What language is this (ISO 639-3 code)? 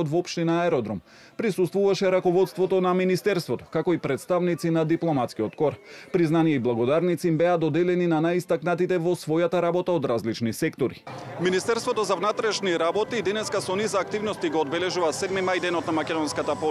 mkd